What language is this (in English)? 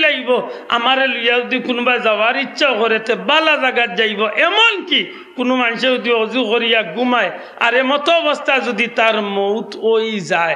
Sylheti